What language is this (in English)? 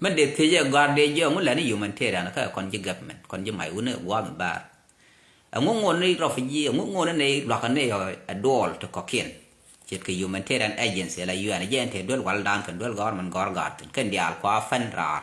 Nuer